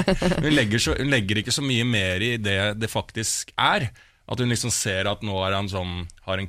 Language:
Norwegian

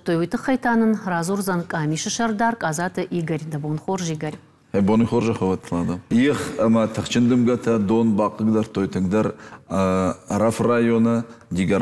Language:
Ossetic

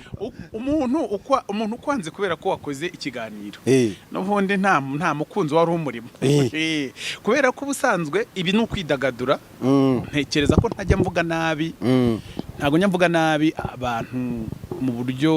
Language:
Kinyarwanda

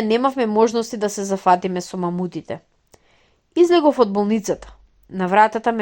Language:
Macedonian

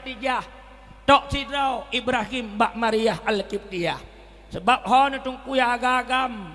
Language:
Achinese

